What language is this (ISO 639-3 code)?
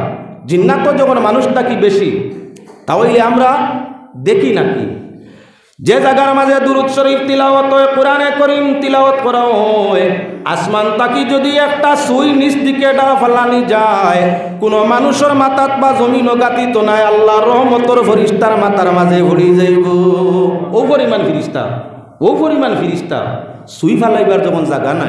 syl